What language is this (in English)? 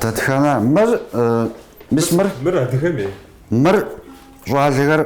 Kabardian